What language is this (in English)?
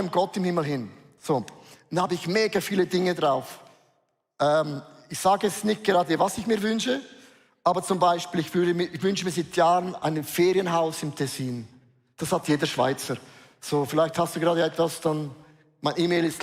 Swiss German